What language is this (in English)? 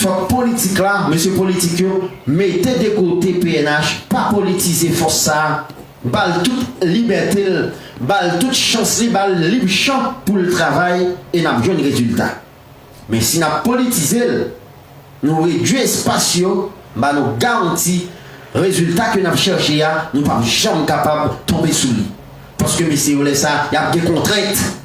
Haitian Creole